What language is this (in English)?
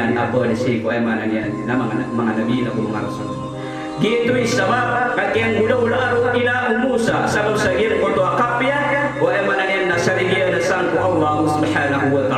Maranao